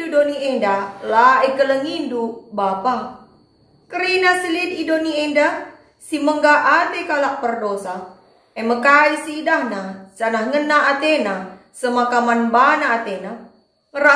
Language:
Batak Karo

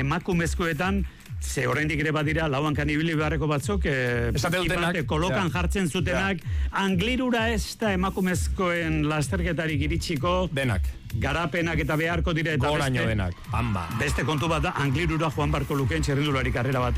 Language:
Basque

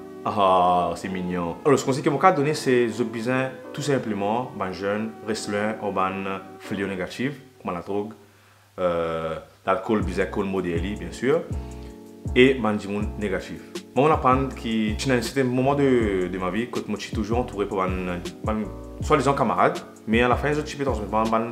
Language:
Morisyen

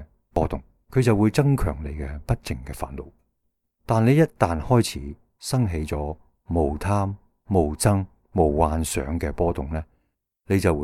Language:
Cantonese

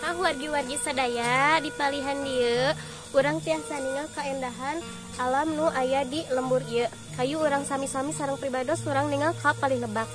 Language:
Sundanese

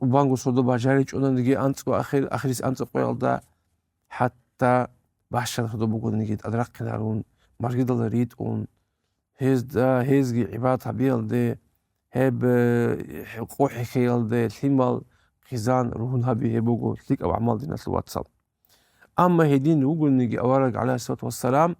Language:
Avaric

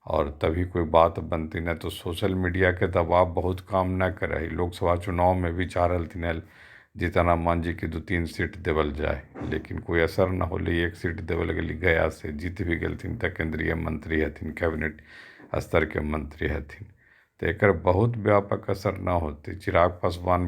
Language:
Magahi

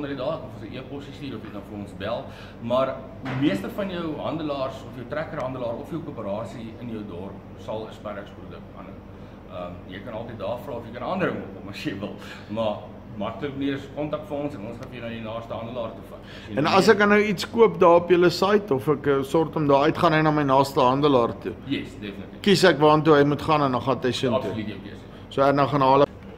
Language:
Afrikaans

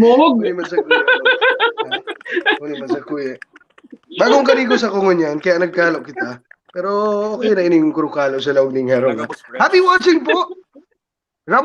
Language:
Bikol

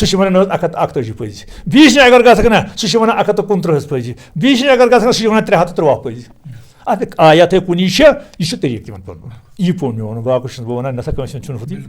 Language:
Kashmiri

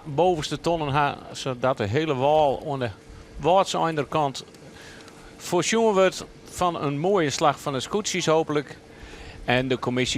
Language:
Western Frisian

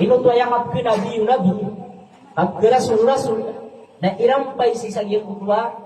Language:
Maranao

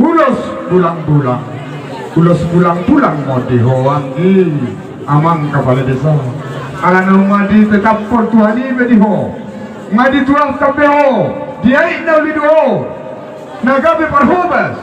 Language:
Batak Toba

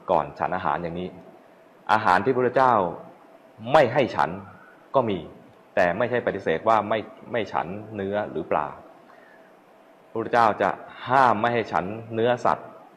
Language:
Thai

